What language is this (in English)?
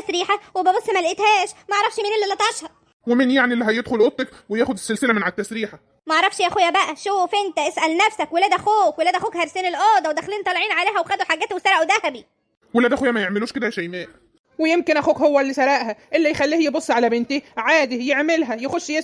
Egyptian Arabic